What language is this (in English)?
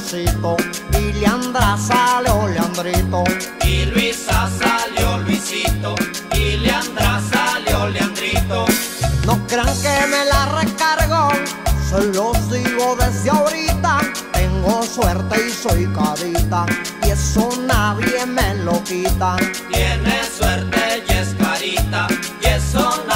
Spanish